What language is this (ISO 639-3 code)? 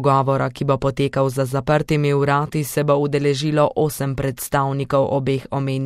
slv